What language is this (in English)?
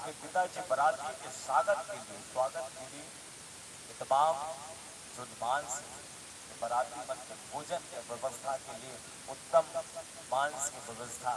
Chhattisgarhi